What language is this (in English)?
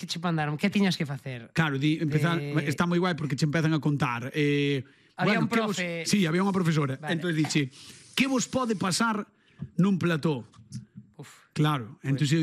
Galician